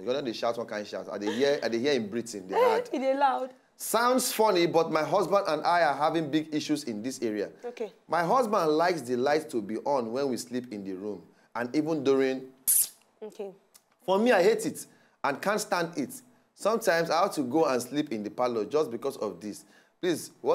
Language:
Nigerian Pidgin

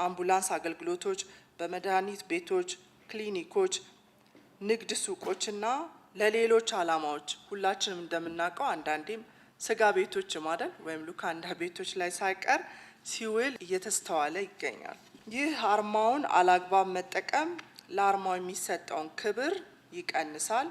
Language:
Amharic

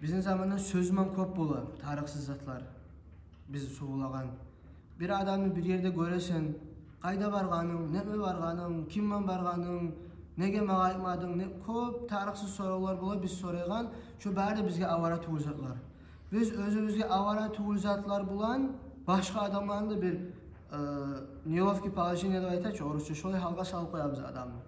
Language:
Kumyk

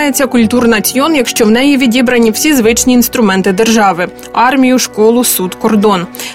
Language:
Ukrainian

